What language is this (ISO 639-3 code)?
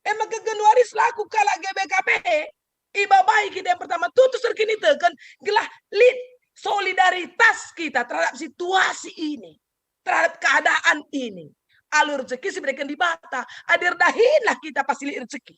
btx